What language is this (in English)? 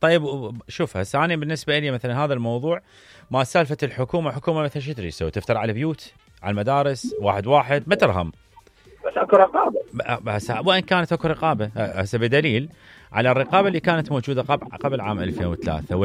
Mesopotamian Arabic